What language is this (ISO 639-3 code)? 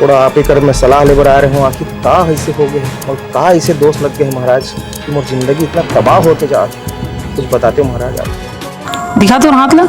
hne